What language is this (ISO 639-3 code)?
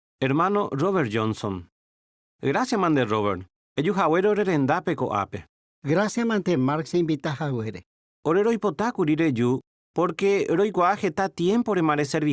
grn